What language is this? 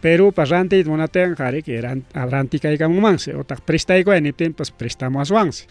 Ayacucho Quechua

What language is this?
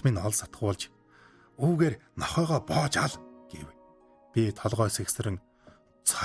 Mongolian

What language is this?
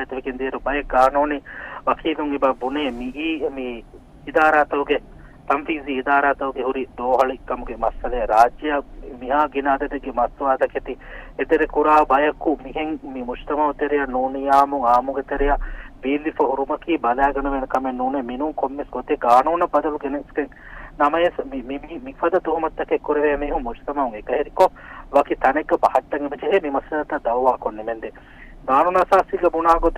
Divehi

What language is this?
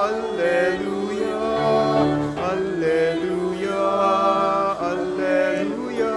Pampanga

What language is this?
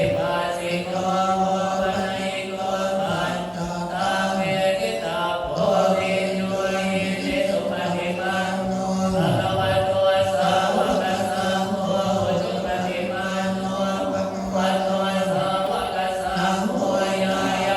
Pali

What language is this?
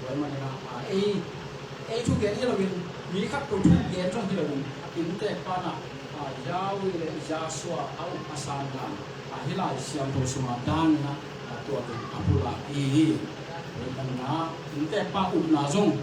Tedim Chin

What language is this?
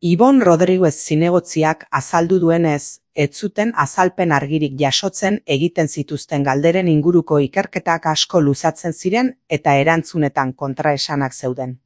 Basque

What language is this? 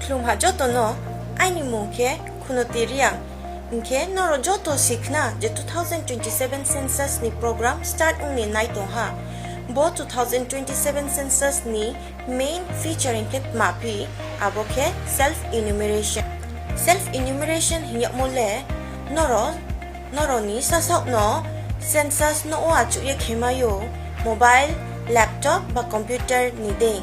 Riang (India)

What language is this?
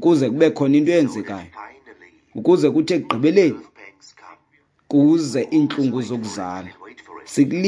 Xhosa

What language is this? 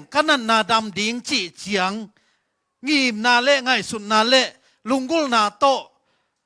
Tedim Chin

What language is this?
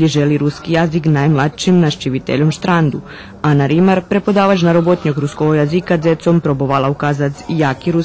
Rusyn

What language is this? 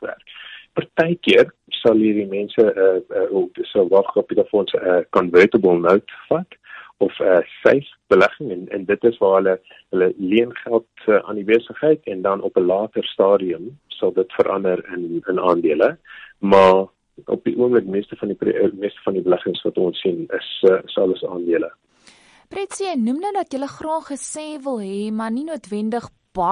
Afrikaans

